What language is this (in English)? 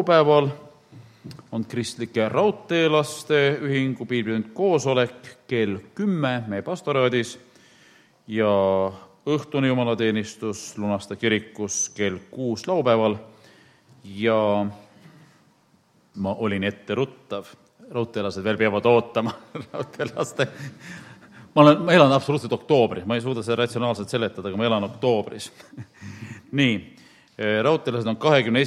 Estonian